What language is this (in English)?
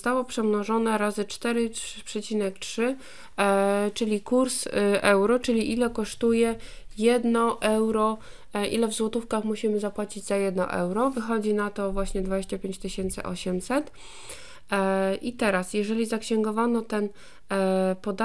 Polish